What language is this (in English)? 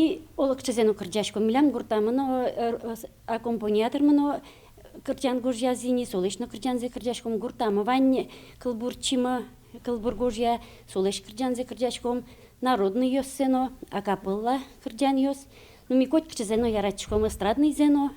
Udmurt